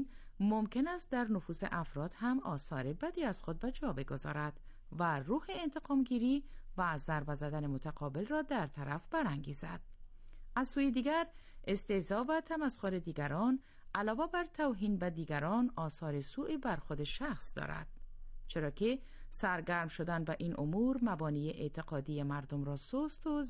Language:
Persian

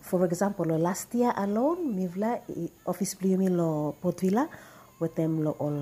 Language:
Bislama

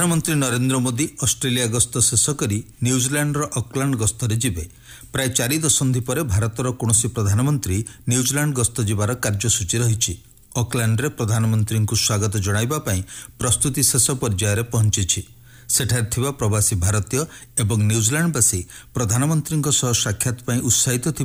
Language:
Odia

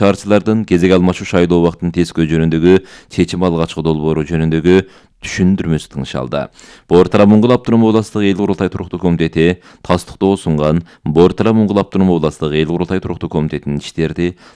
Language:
Kyrgyz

